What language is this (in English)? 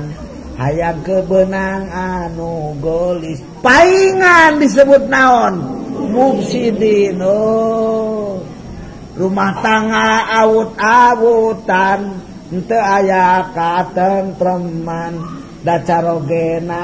Sundanese